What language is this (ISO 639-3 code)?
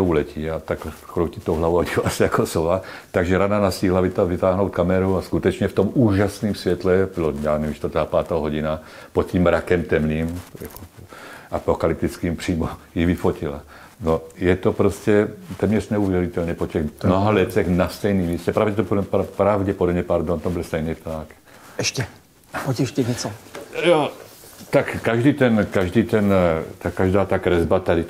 ces